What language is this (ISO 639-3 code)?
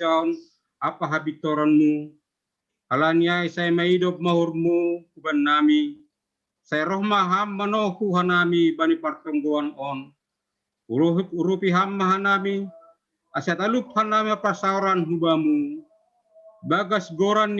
bts